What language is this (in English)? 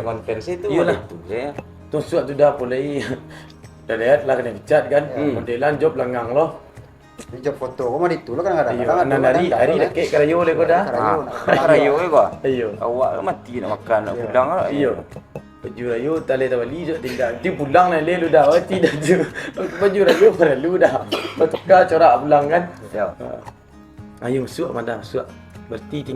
Minangkabau